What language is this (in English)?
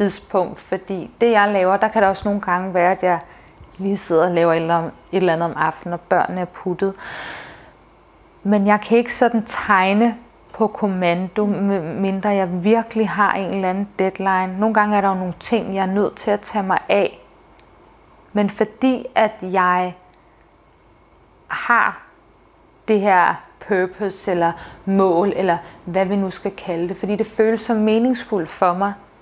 Danish